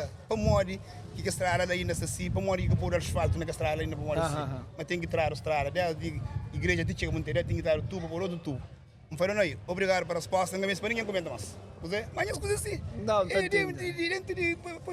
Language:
Kabuverdianu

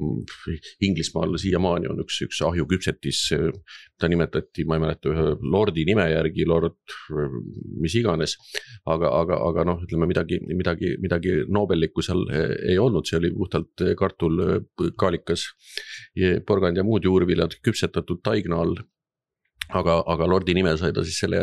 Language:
Estonian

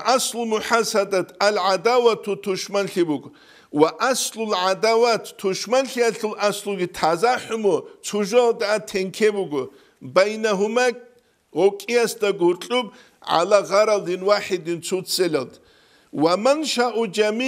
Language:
Avaric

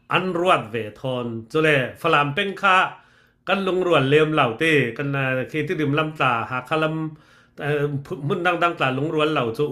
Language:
Falam Chin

